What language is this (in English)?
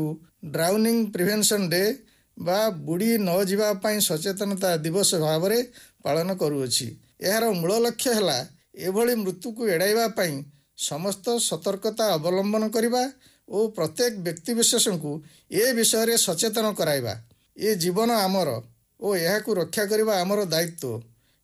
Odia